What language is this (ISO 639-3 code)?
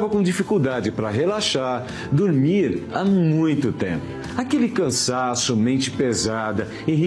por